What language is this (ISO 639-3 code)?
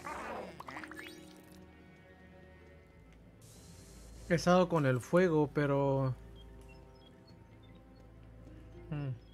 spa